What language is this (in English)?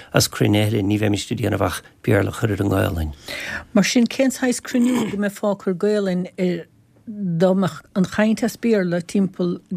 Irish